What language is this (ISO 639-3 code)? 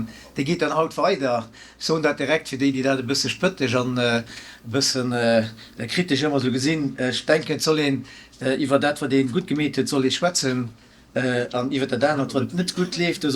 ltz